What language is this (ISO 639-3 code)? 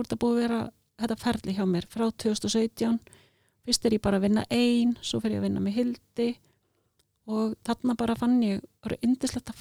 isl